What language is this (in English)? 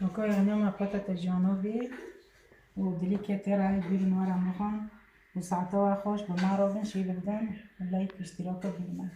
Kurdish